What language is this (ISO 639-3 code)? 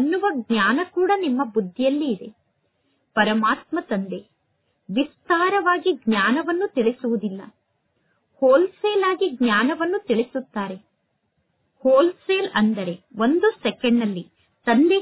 kan